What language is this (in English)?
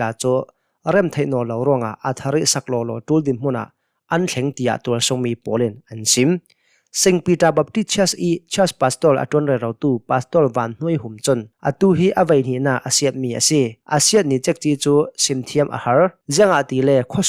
Hakha Chin